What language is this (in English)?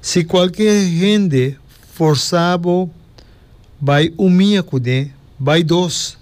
Papiamento